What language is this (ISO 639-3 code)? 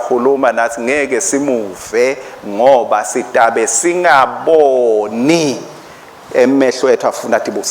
ssw